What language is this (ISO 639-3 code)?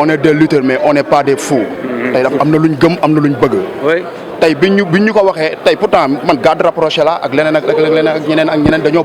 wol